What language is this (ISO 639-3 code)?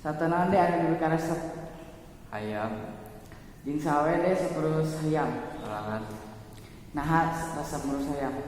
sun